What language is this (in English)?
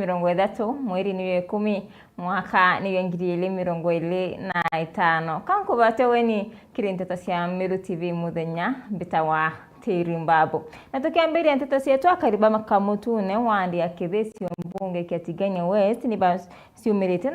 Meru